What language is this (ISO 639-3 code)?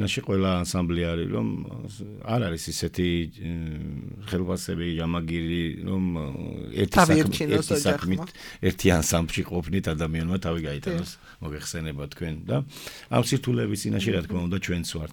kat